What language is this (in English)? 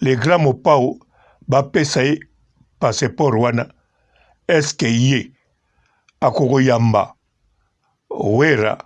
Lingala